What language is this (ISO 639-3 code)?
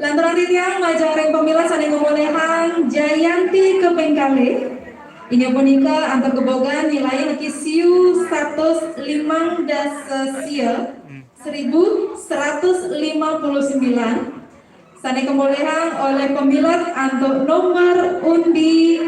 ban